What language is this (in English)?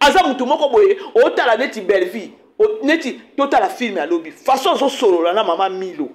Lingala